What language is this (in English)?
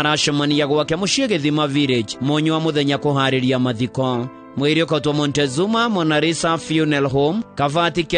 Kikuyu